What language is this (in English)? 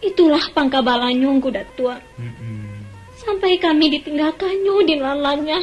Minangkabau